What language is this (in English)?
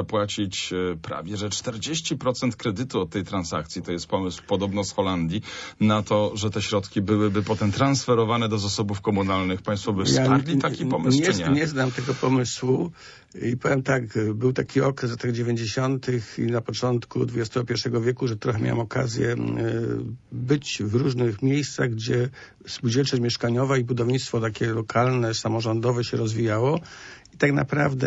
Polish